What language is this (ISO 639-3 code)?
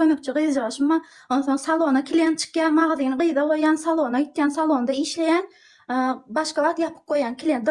tuk